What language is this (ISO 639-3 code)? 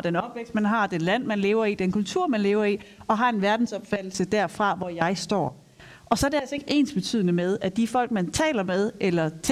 dan